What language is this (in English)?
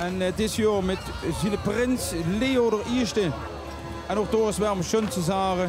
Limburgish